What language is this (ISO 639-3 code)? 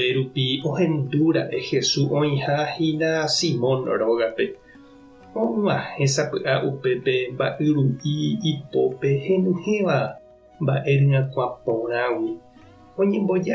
grn